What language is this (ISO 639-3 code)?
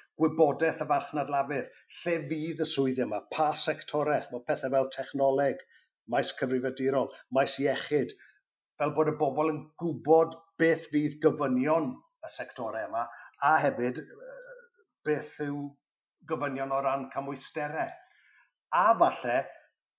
cym